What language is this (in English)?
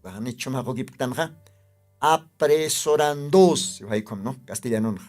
Aymara